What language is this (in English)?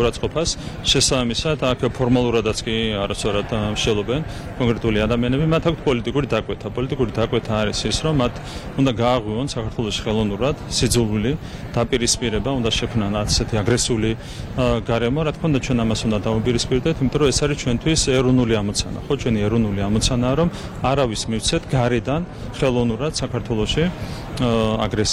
Georgian